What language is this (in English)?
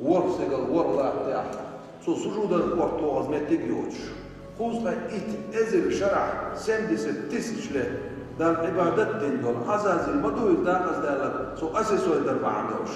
Chechen